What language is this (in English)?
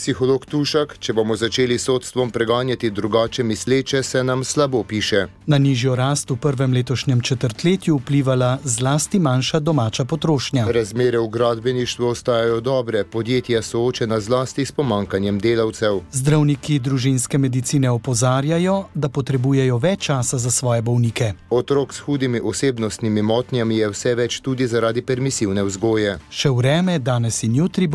Slovenian